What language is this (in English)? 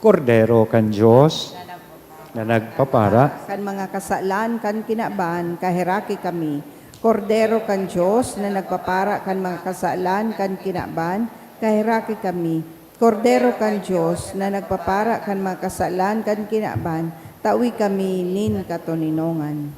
Bikol